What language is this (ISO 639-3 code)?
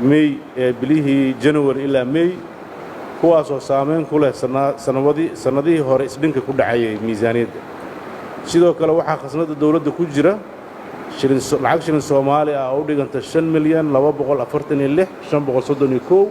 som